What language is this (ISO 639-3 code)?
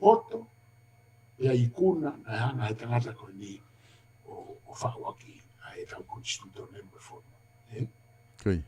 ton